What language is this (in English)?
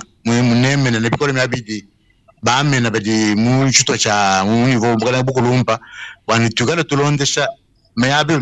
Luba-Lulua